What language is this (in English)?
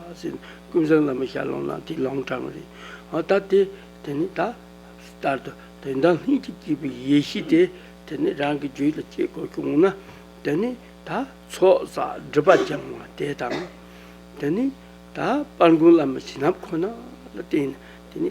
Tibetan